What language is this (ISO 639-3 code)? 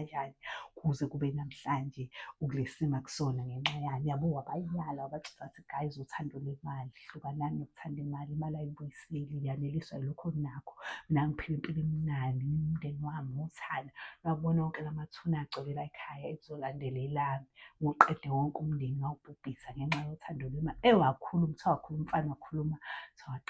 zul